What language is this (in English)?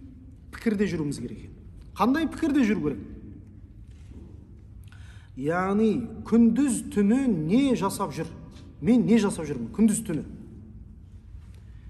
Kazakh